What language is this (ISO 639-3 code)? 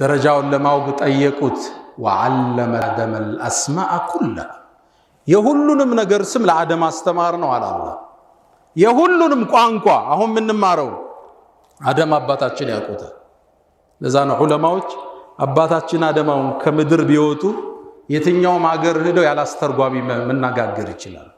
amh